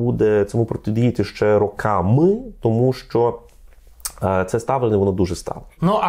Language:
Ukrainian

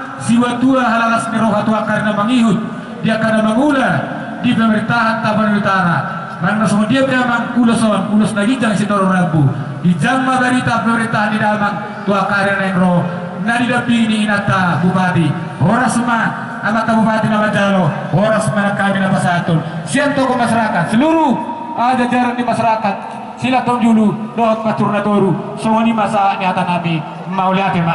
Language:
Batak Toba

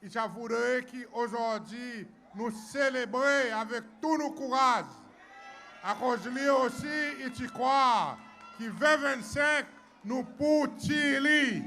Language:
Seselwa Creole French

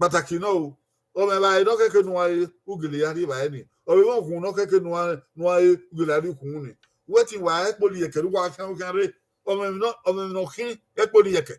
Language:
Bini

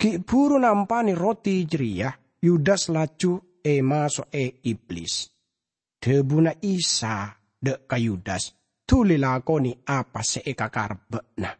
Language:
Madurese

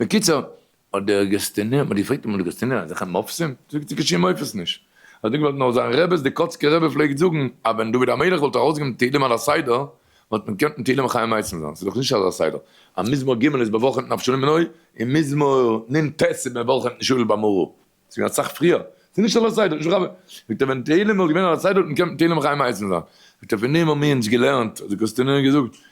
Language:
Yiddish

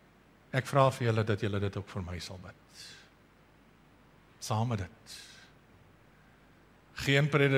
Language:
Afrikaans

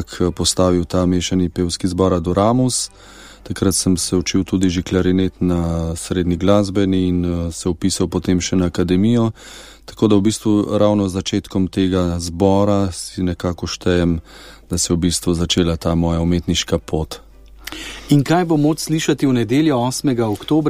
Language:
Slovenian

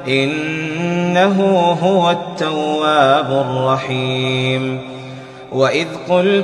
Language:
Arabic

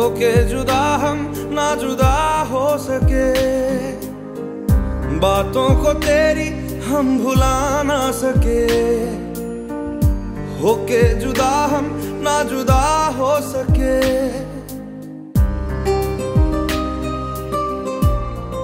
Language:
Hindi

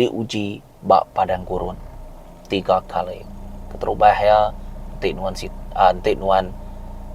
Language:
Iban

